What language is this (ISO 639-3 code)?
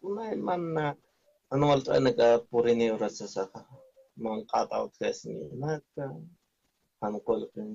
aym